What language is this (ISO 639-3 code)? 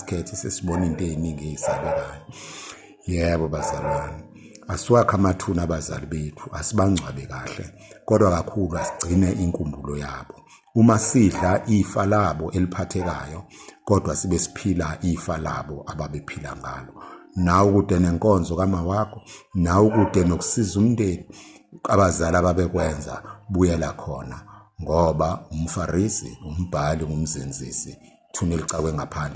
zul